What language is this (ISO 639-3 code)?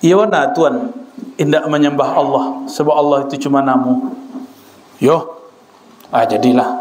min